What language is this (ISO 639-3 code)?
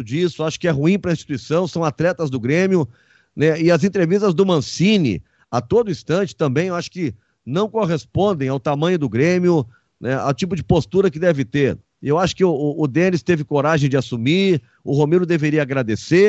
por